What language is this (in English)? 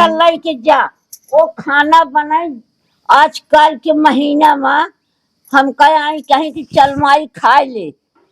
Awadhi